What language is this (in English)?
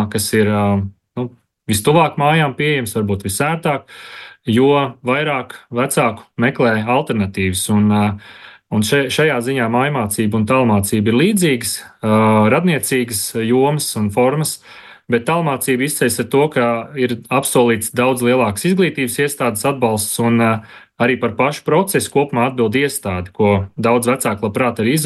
Latvian